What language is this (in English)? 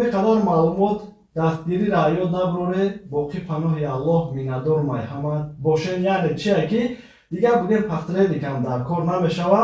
Tajik